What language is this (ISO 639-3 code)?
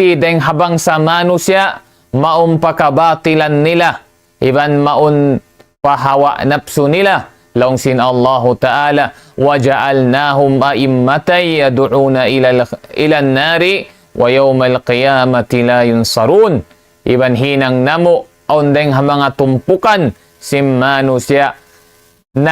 tsg